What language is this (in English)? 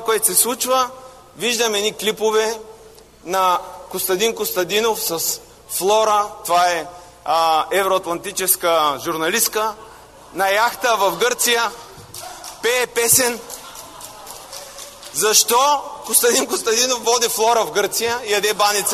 Bulgarian